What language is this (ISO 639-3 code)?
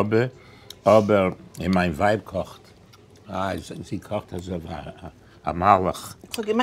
yid